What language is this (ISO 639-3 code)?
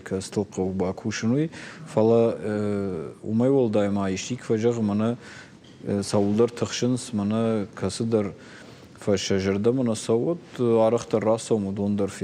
oss